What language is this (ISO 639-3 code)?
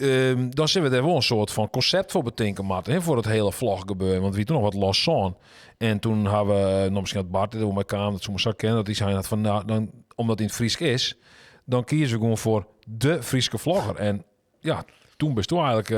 fry